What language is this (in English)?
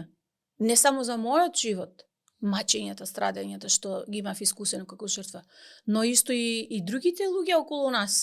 Macedonian